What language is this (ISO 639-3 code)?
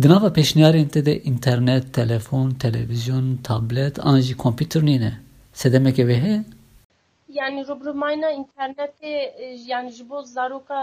kur